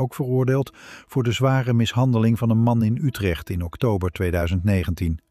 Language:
Dutch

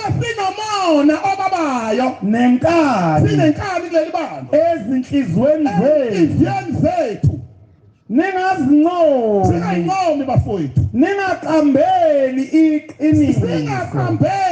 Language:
Zulu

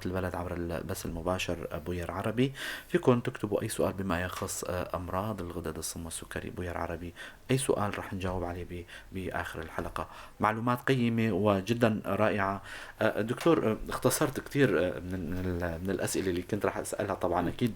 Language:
North Levantine Arabic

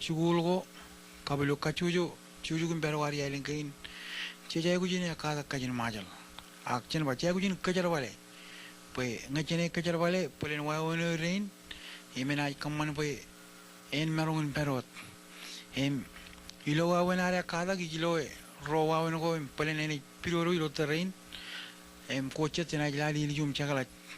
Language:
Marshallese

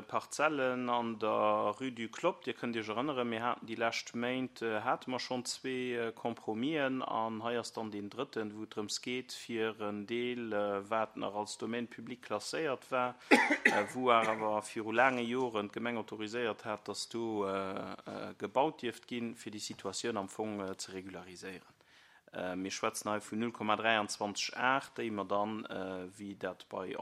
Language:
Luxembourgish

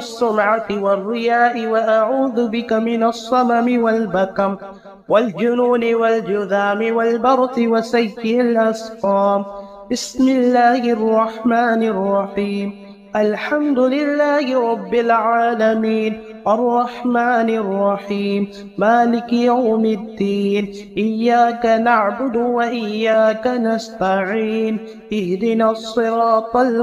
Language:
Arabic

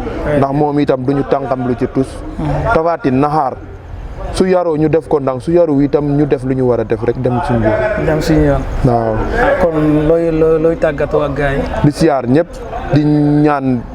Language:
Wolof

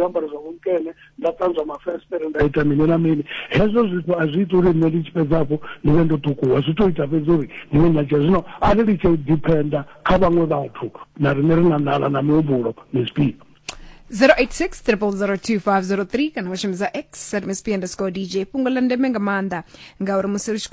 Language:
Venda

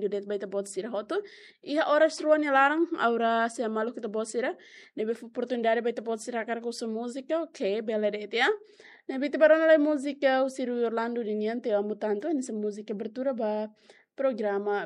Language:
Tetum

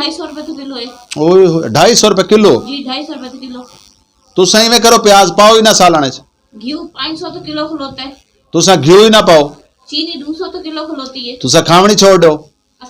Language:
Saraiki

